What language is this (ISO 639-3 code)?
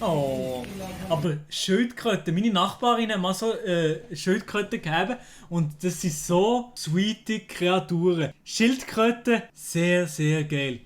gsw